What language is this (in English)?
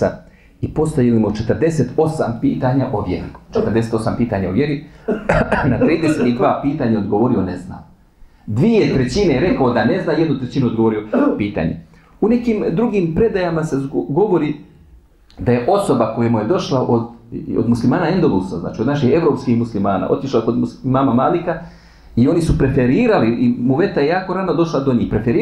Bosnian